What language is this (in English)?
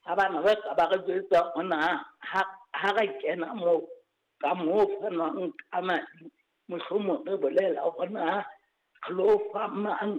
Southern Sotho